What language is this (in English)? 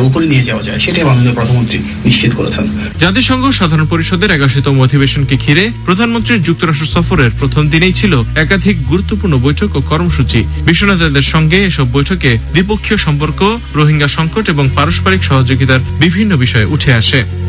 Bangla